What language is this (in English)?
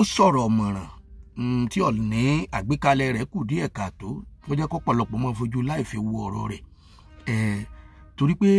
Yoruba